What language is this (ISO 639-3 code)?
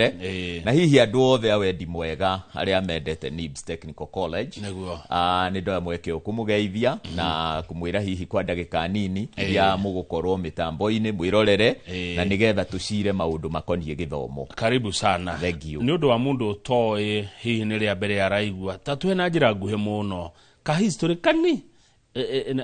kik